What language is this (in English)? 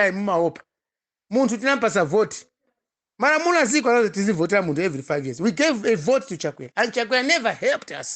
Nyanja